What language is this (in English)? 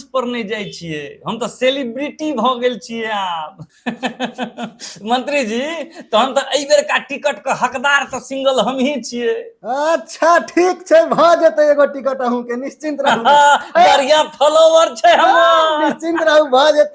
Maithili